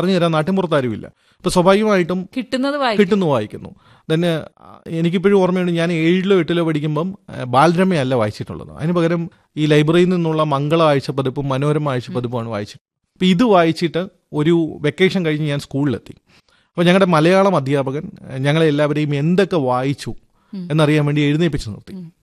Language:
Malayalam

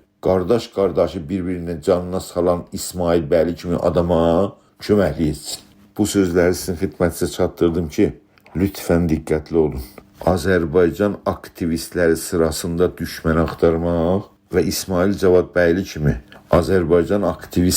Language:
South Azerbaijani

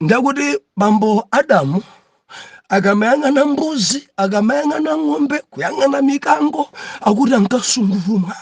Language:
Nyanja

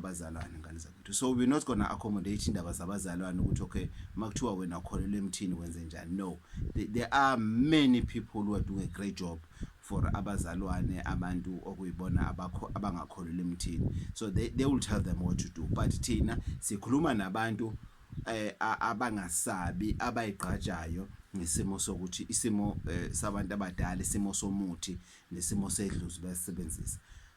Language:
Zulu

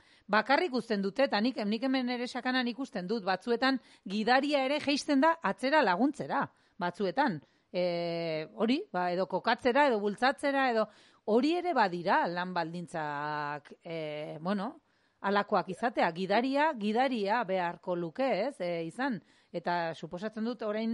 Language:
Basque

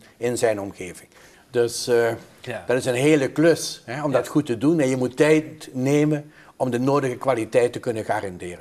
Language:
Dutch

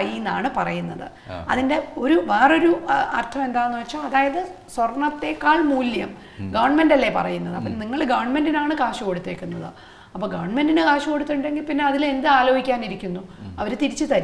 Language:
Malayalam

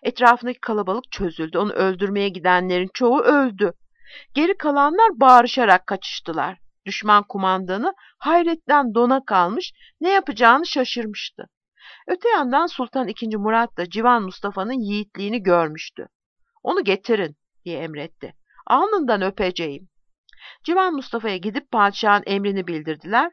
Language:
Turkish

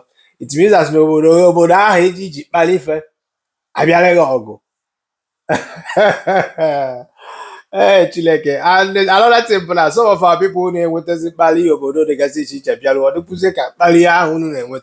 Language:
Igbo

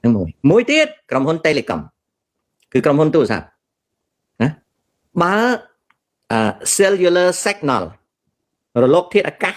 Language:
Khmer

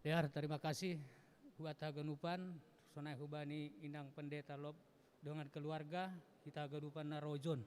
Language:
Batak Simalungun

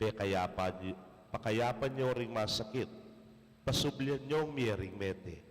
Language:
Pampanga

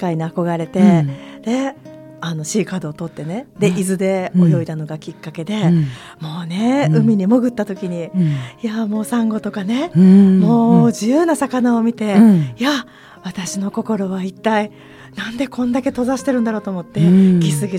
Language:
Japanese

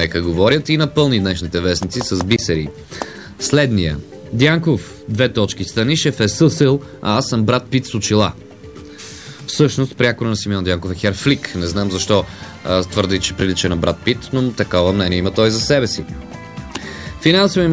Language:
Bulgarian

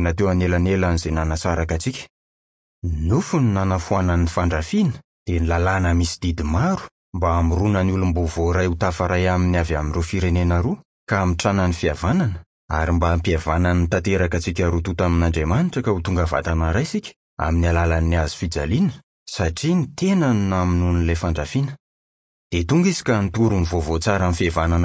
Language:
Malagasy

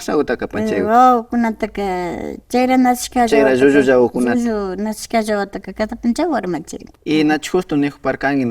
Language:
Imbabura Highland Quichua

